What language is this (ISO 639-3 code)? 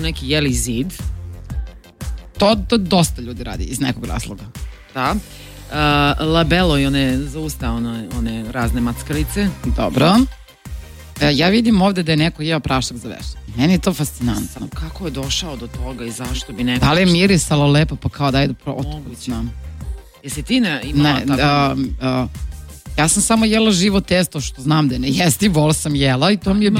srp